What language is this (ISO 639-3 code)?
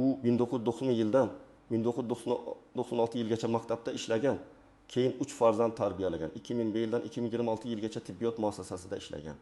uzb